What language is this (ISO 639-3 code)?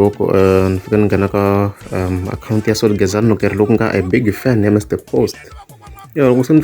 tso